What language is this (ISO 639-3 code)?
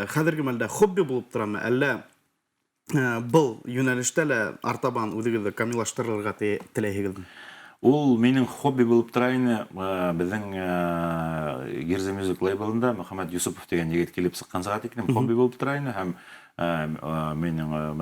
bak